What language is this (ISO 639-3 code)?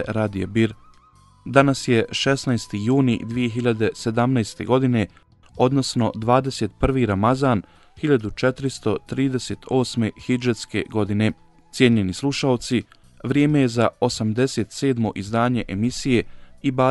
bos